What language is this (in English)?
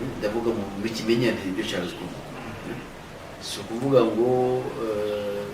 Kinyarwanda